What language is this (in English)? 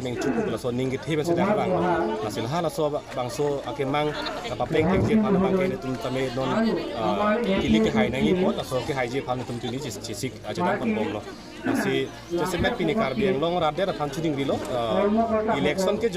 Karbi